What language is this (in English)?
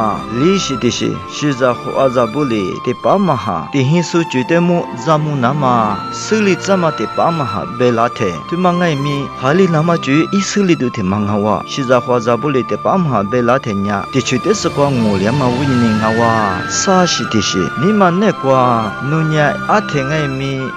Lisu